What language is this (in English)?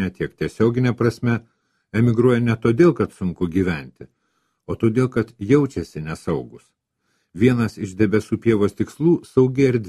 Lithuanian